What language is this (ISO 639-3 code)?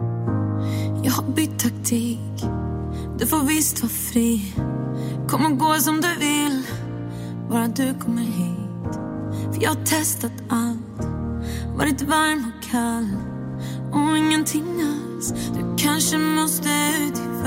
swe